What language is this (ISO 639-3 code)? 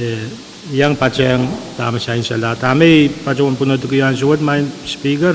pon